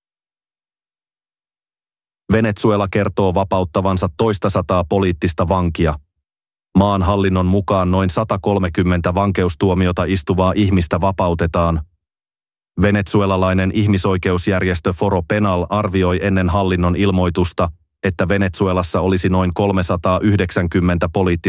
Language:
Finnish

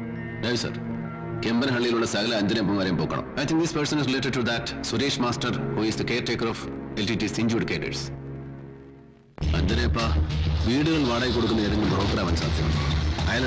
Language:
Malayalam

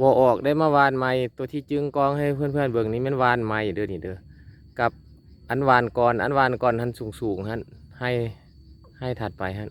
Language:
Lao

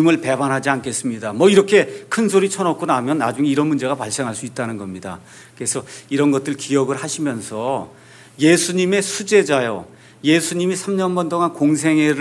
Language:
Korean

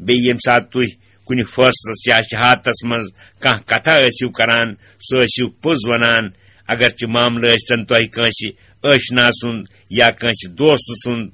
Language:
Kashmiri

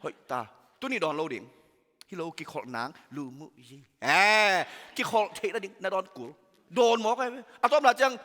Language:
Tedim Chin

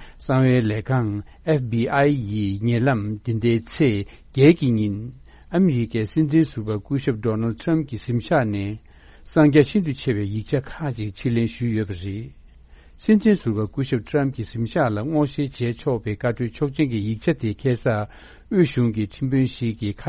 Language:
Tibetan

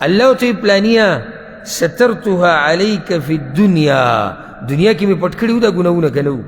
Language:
Pashto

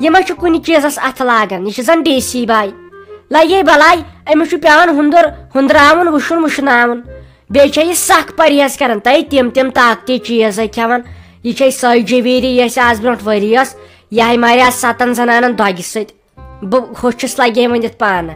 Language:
Kashmiri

